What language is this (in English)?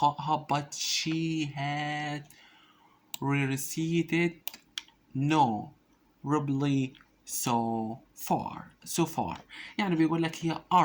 Egyptian Arabic